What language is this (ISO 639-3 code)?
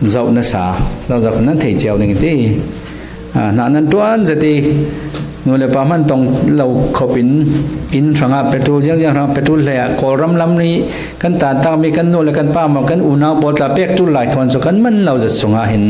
cnh